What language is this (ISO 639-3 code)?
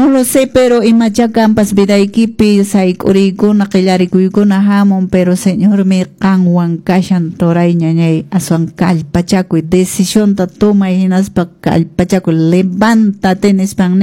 que